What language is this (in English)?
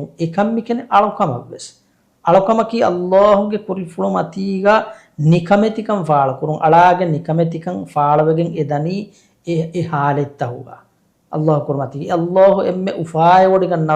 Divehi